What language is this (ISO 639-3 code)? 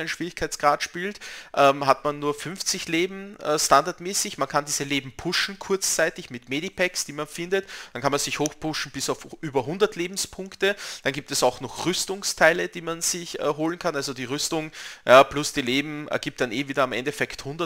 deu